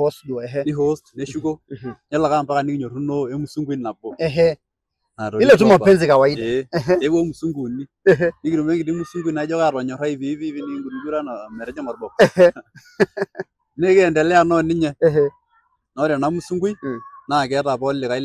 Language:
Masai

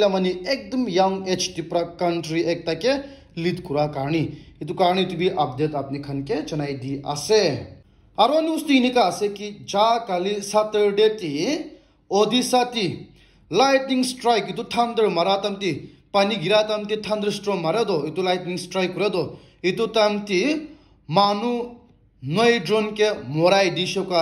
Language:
Naga Pidgin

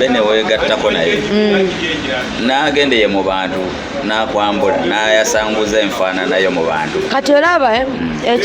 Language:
Ganda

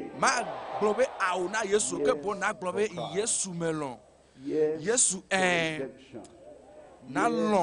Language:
Ewe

